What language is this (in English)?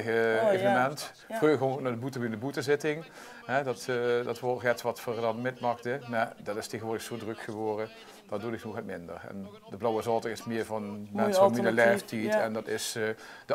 Limburgish